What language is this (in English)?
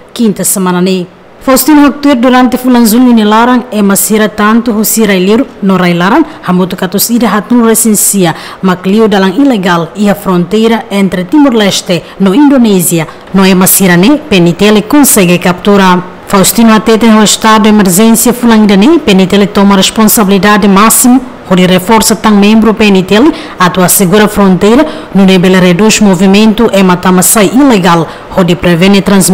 Tetum